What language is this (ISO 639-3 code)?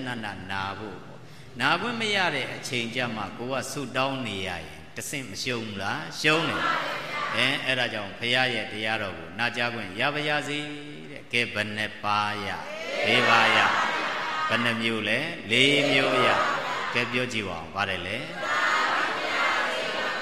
mya